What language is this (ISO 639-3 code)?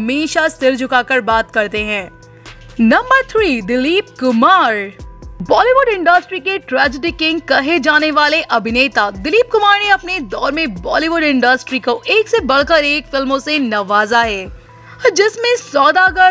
hin